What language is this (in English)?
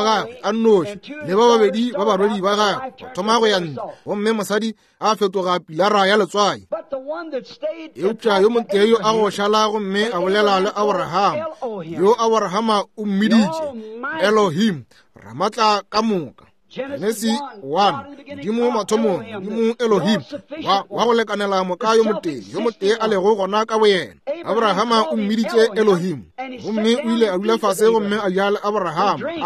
Northern Sotho